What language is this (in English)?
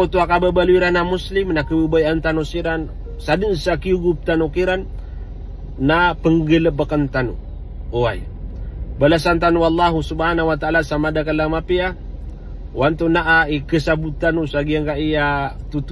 Maranao